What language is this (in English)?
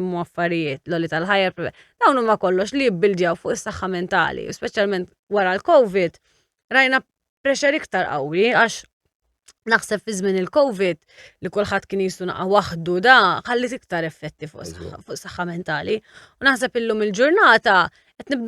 Maltese